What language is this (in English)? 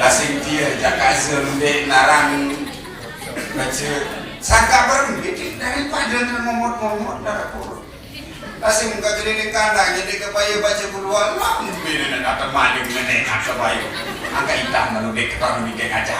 Sasak